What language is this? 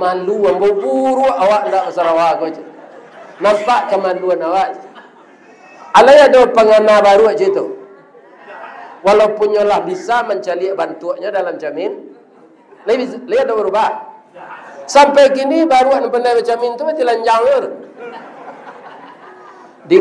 Minangkabau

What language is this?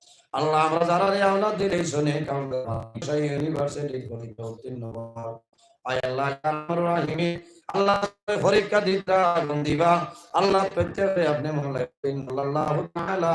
Sylheti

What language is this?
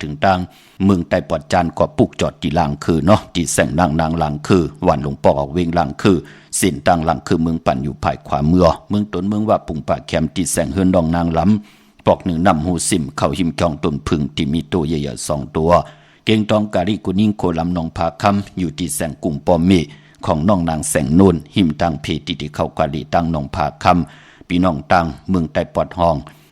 Shan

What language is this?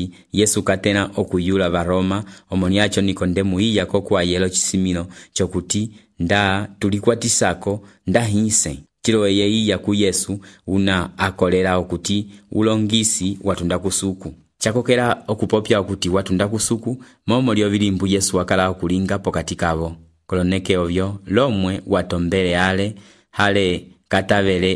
Umbundu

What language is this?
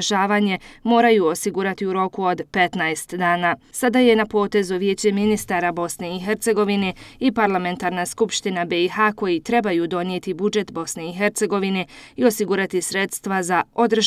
Bosnian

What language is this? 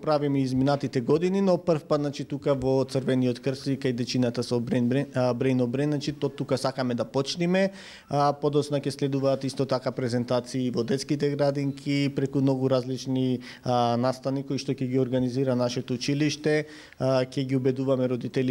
Macedonian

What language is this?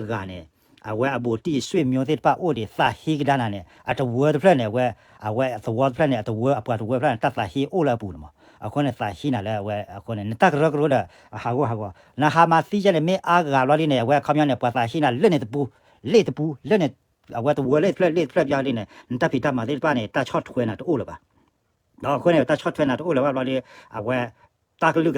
S'gaw Karen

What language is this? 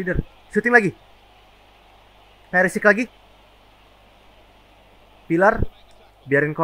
Indonesian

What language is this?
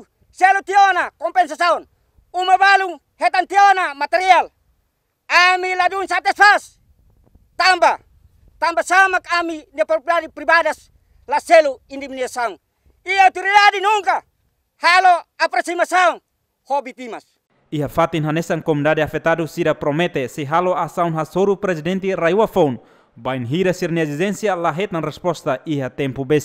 Tetum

